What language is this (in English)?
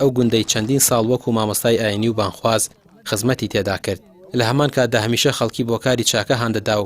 Central Kurdish